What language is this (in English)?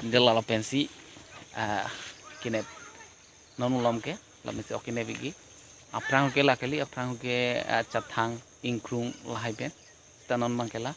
Karbi